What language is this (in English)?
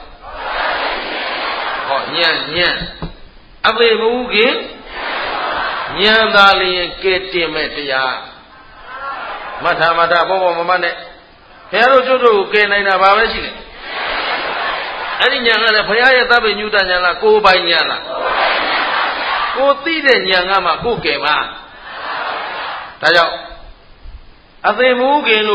Burmese